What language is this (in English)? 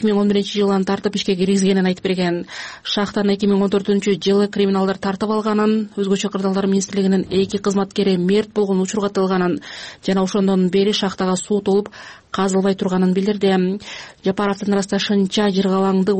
Kyrgyz